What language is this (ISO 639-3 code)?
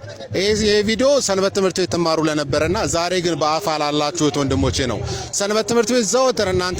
amh